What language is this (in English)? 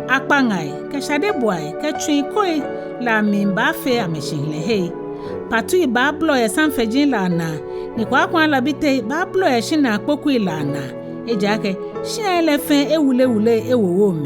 Ga